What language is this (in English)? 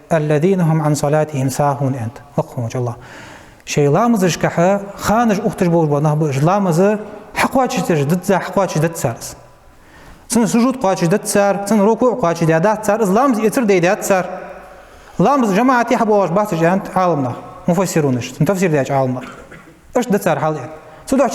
Ingush